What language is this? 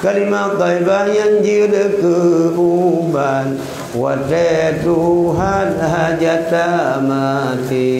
Achinese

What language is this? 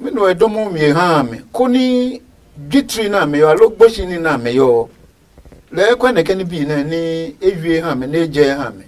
Adangme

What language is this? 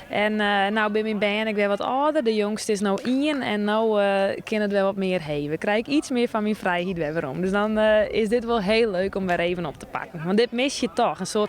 Western Frisian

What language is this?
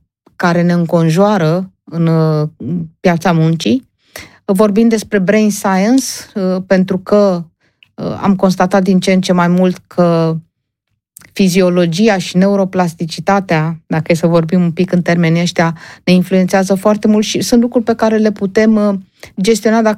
Romanian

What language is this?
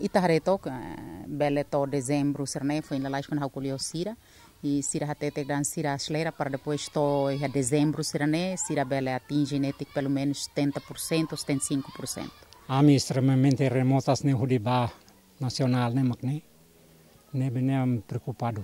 Tetum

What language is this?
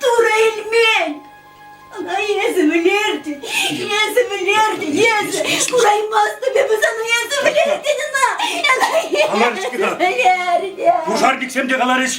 Chuvash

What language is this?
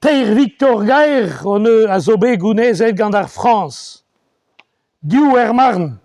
Breton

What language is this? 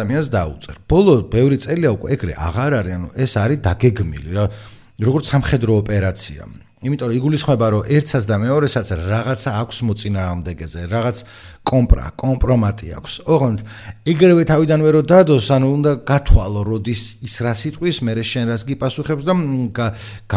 Georgian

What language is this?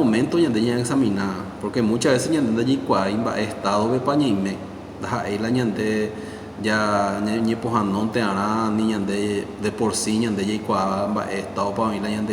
Guarani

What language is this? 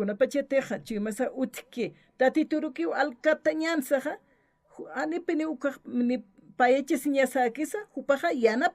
Aymara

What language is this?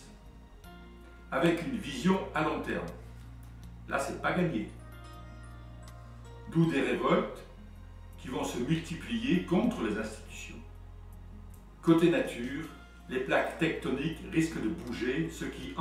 French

